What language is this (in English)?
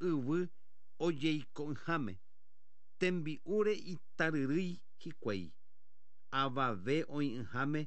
Guarani